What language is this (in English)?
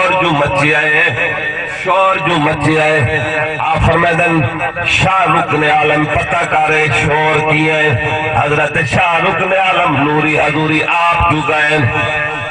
Saraiki